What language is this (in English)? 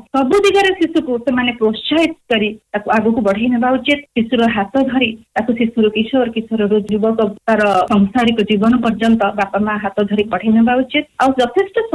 Odia